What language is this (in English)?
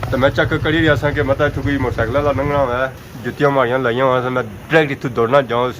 Pahari-Potwari